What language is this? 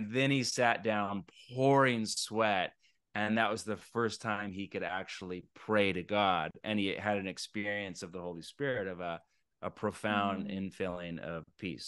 English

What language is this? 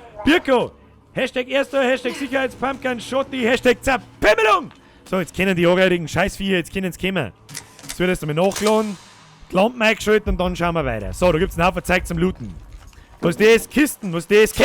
Bavarian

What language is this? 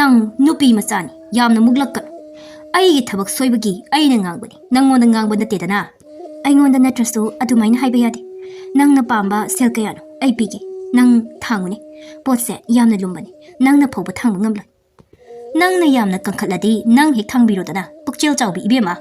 Manipuri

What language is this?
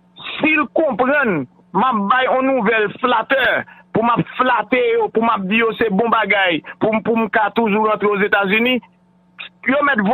Haitian Creole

